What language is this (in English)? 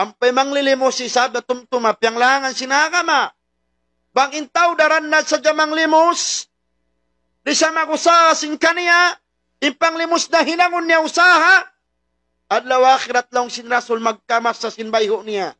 Tausug